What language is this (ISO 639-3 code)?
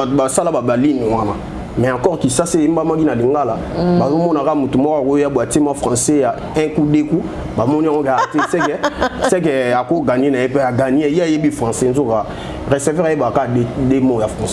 lin